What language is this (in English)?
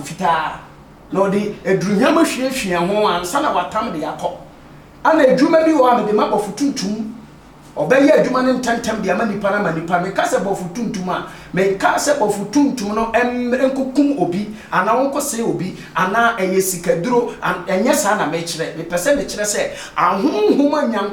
Akan